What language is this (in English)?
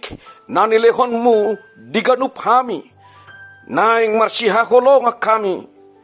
Batak Toba